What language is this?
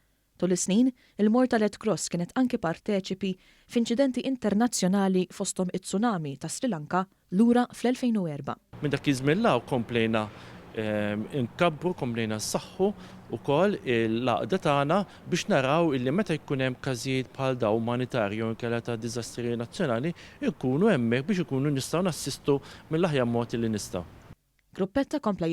Maltese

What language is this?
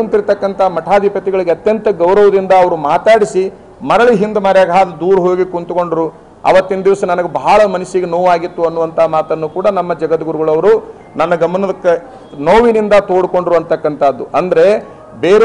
Kannada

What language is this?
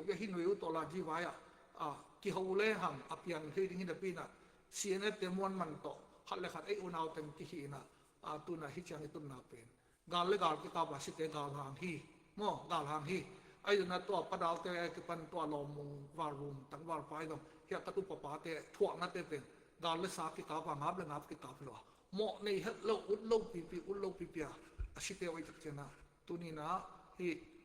Tedim Chin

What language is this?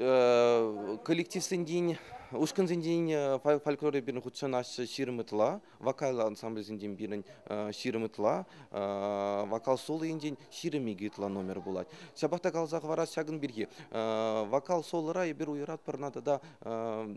Chuvash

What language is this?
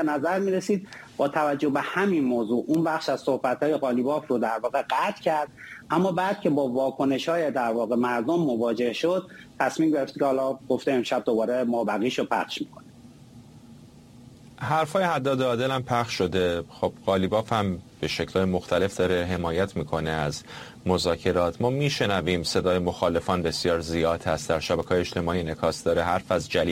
Persian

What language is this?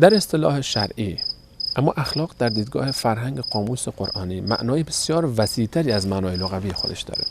Persian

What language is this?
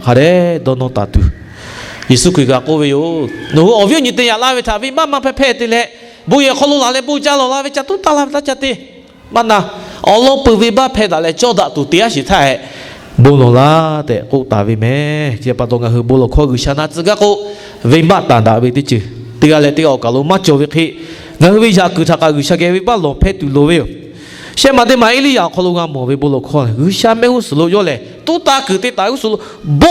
Lahu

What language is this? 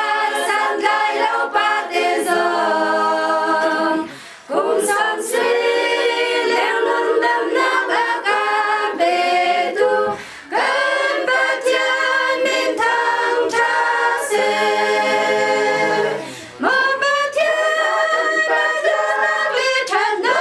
Hakha Chin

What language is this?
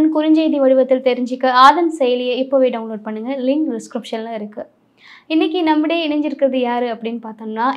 Tamil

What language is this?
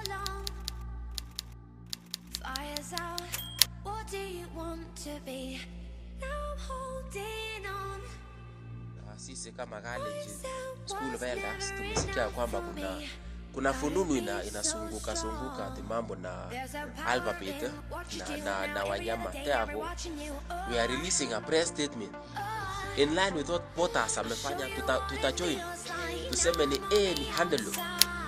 Swahili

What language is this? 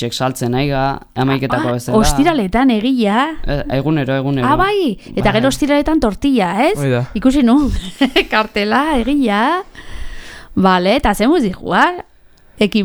Basque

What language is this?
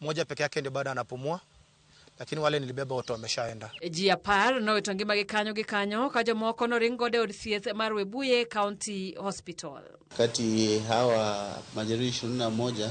Luo (Kenya and Tanzania)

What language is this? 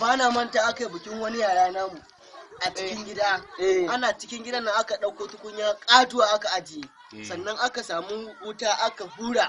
Hausa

